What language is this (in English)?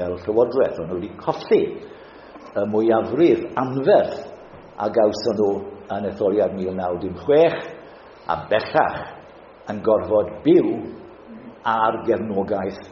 Welsh